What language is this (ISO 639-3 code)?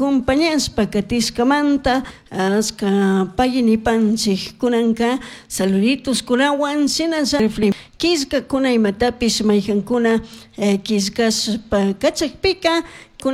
qug